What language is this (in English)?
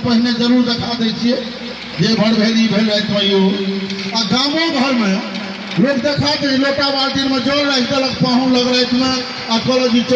Maithili